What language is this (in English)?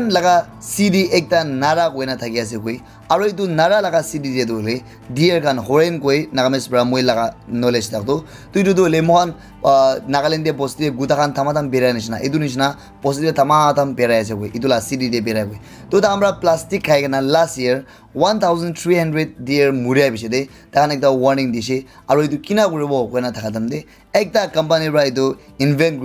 Naga Pidgin